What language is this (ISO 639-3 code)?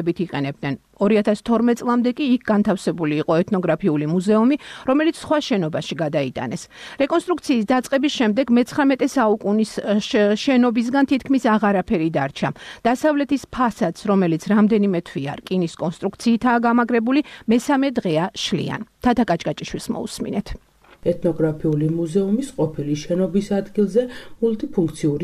kat